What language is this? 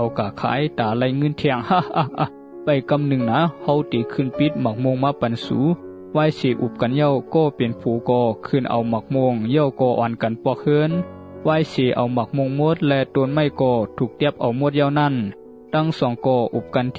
Shan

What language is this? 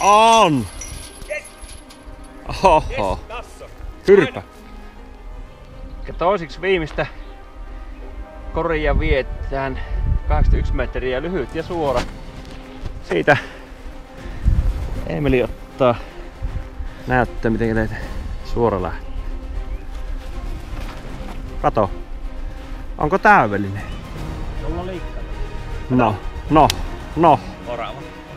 Finnish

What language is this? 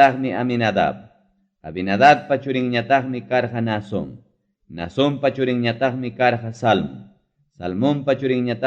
Ayacucho Quechua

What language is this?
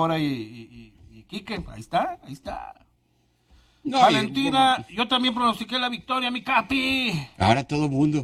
Spanish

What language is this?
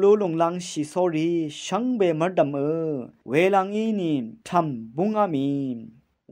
Rawang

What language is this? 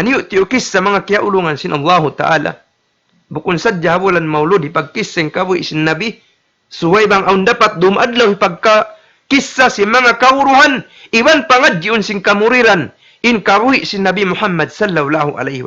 Tausug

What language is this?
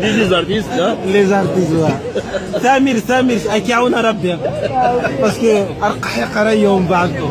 Kabyle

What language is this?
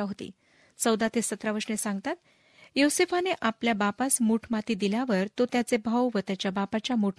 Marathi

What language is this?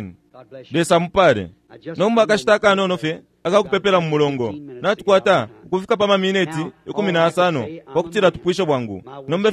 Bemba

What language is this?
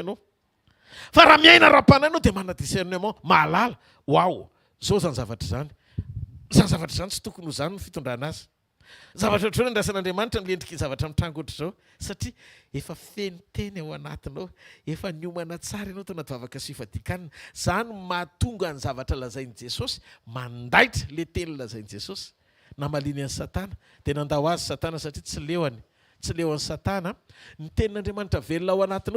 Malagasy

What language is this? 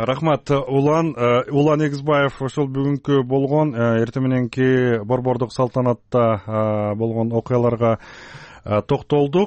Kyrgyz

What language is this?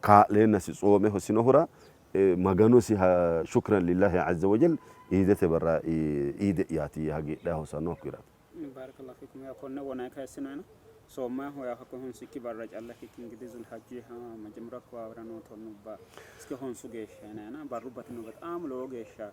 Sidamo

